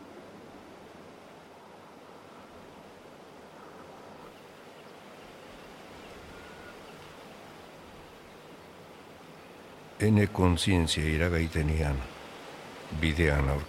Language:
Basque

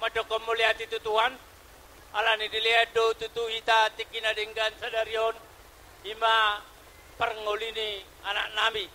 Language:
Batak Toba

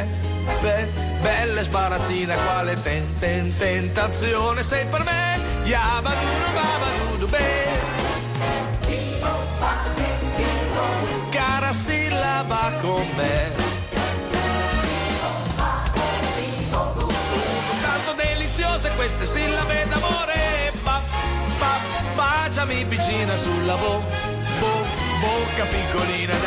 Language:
Italian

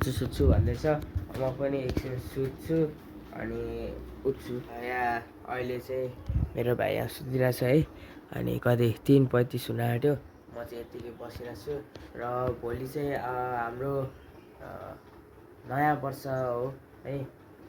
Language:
Nepali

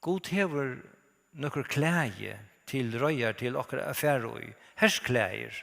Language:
Faroese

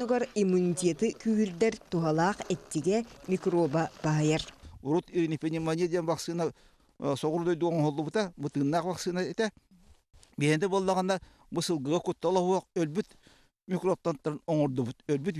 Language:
Yakut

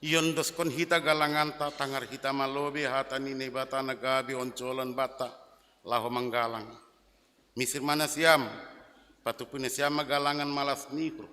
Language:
Batak Simalungun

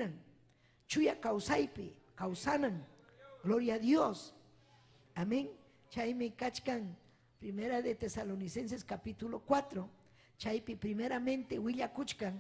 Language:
Ayacucho Quechua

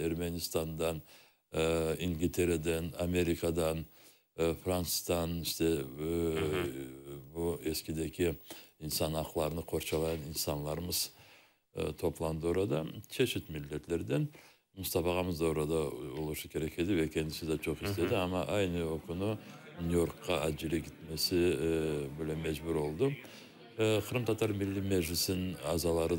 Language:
Crimean Tatar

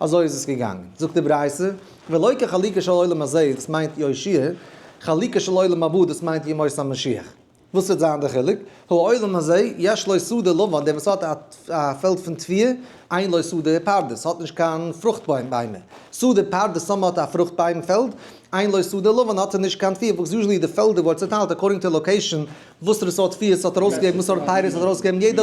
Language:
Yiddish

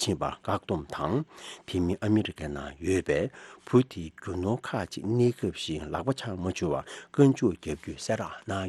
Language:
Tibetan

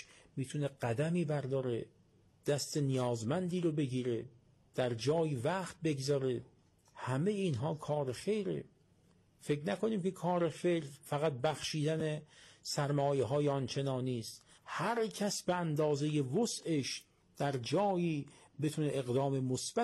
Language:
Persian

